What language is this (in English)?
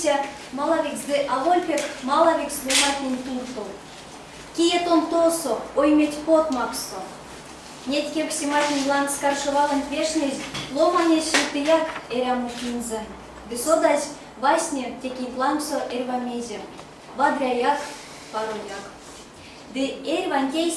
Erzya